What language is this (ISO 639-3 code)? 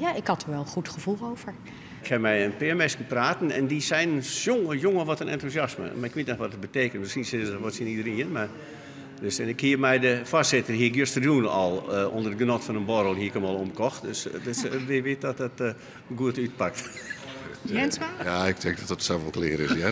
fry